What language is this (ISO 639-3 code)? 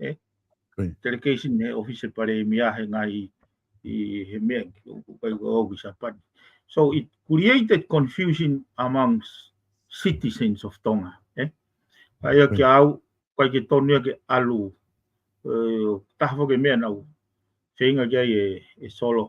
ton